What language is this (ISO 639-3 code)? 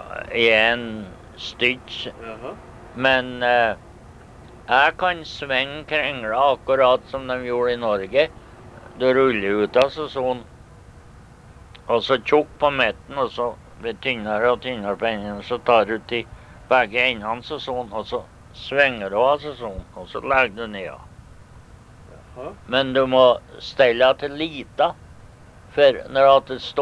nor